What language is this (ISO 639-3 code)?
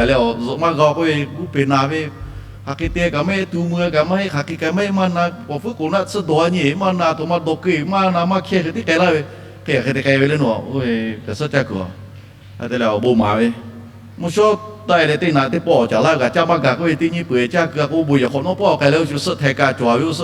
lhu